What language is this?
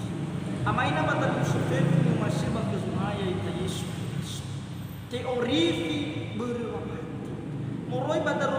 Nias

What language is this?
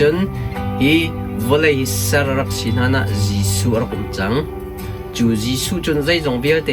Hakha Chin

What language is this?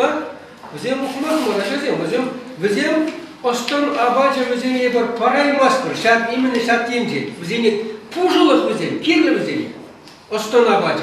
Chuvash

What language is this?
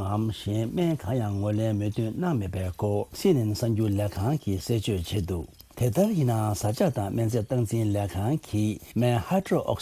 Tibetan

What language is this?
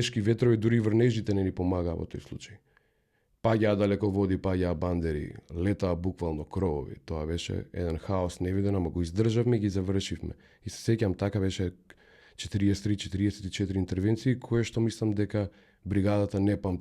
Macedonian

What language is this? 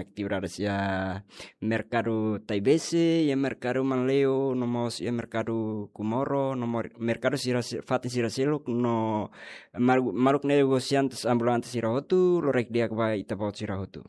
Tetum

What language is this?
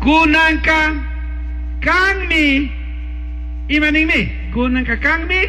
Chimborazo Highland Quichua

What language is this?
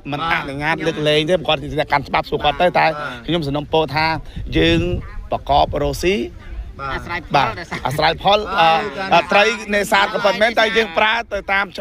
Khmer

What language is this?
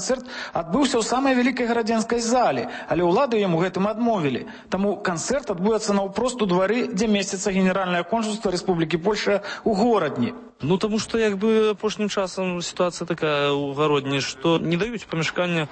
Belarusian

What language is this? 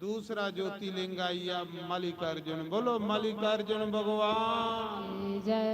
Dogri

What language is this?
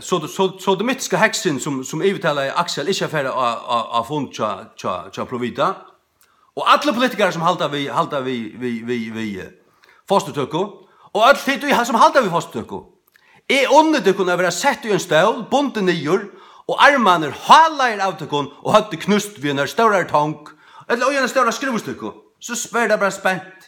Faroese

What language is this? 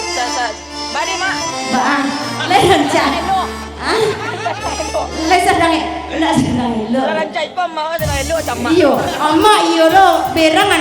Minangkabau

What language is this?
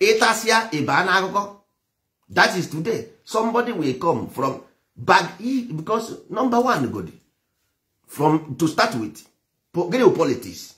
Igbo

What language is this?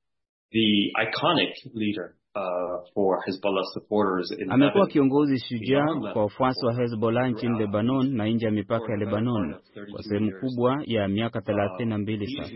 Swahili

